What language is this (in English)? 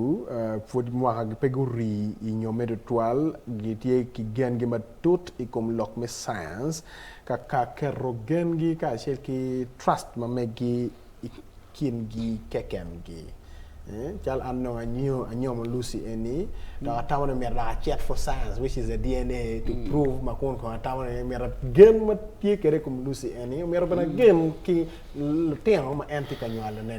Acoli